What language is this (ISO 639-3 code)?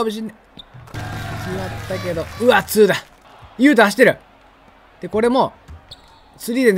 jpn